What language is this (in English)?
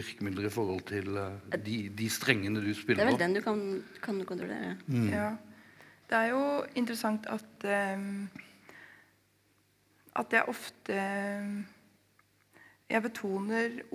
Norwegian